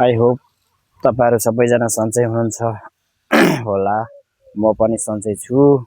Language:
Nepali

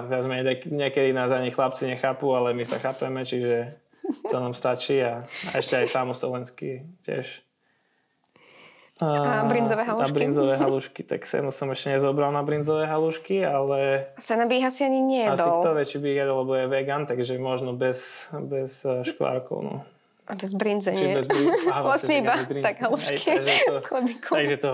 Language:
Slovak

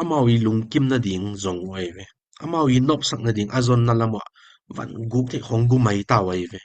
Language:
Tedim Chin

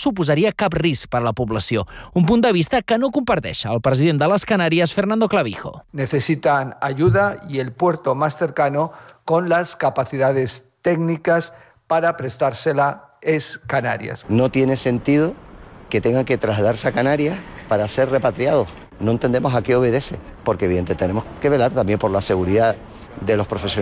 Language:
Catalan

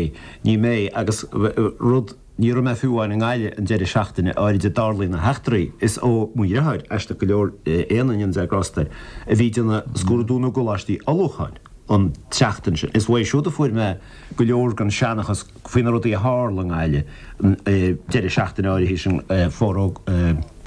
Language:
Irish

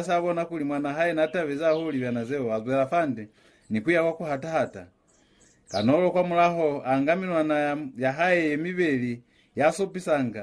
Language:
Lozi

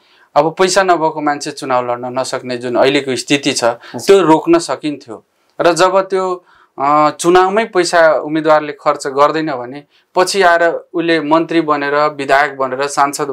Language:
Nepali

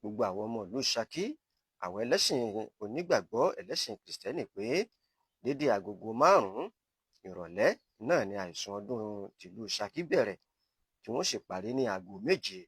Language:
Yoruba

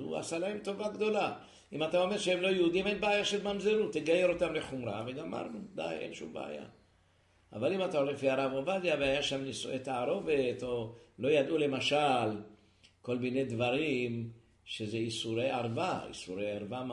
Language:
Hebrew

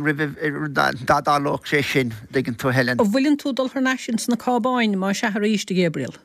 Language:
Irish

